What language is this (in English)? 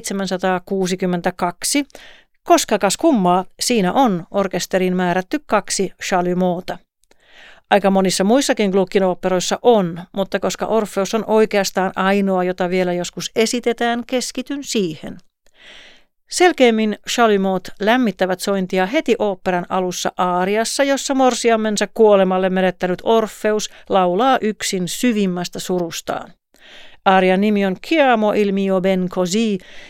Finnish